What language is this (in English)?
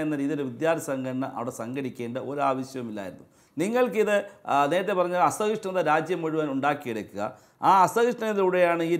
Malayalam